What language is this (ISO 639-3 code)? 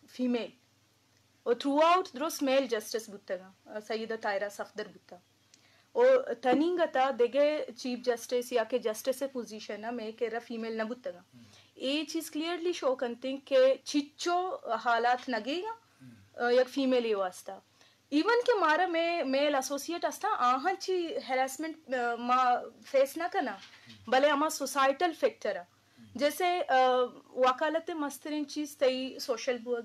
bgp